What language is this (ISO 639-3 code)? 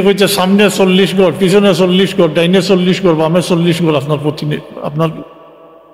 syl